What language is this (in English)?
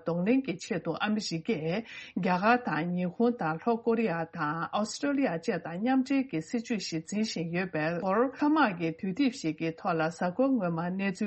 Tibetan